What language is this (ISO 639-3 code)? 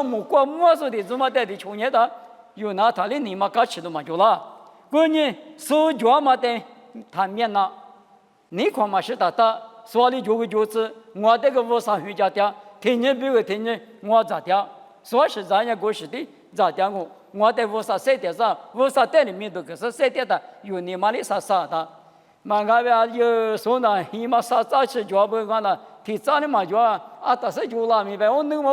lis